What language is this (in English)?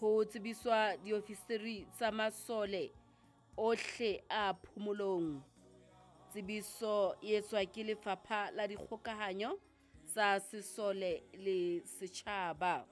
Southern Sotho